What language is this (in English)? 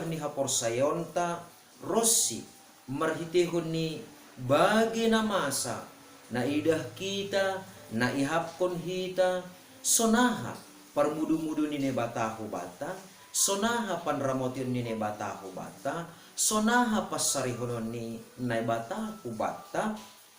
Batak Simalungun